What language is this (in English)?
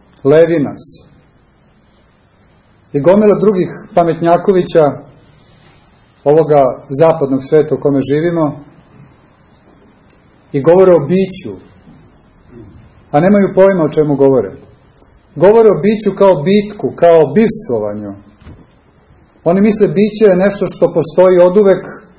Serbian